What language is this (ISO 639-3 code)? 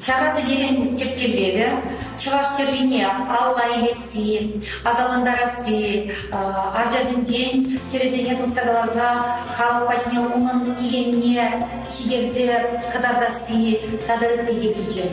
chv